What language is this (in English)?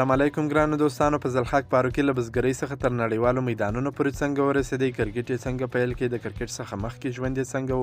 Pashto